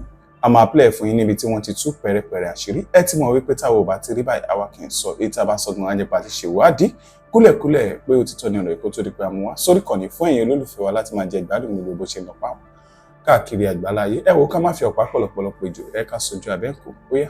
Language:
Yoruba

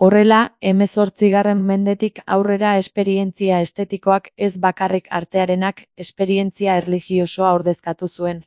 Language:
Basque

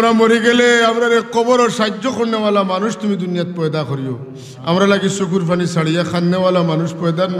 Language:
Sylheti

